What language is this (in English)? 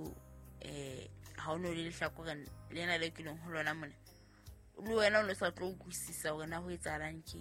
Southern Sotho